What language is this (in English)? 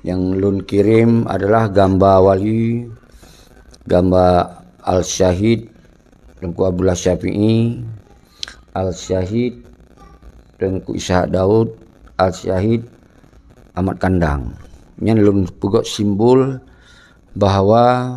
Achinese